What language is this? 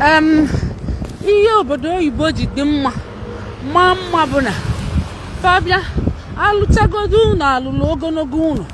Igbo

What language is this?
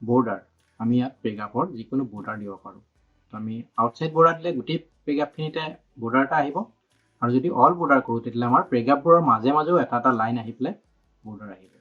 Assamese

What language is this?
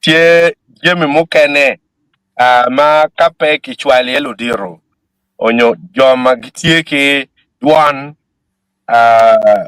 Acoli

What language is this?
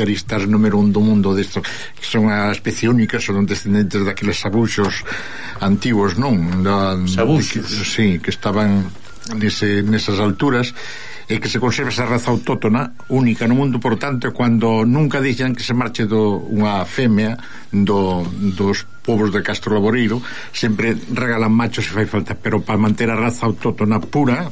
Galician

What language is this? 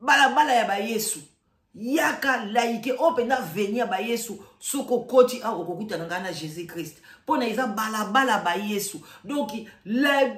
Lingala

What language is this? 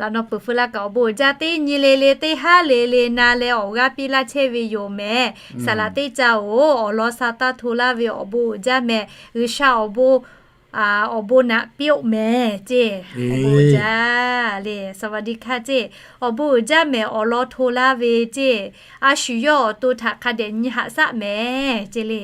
Lahu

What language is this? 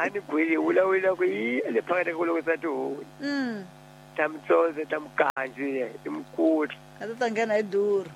Tsonga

